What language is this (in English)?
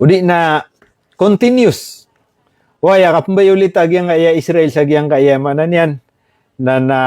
Maranao